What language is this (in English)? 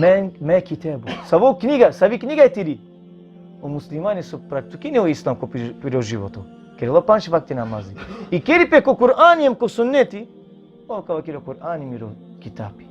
Balkan Romani